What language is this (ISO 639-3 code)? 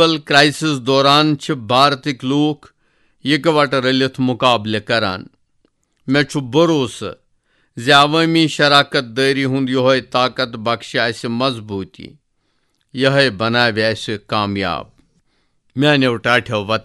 kas